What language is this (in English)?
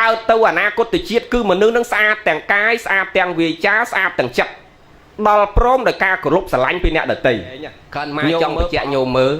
Khmer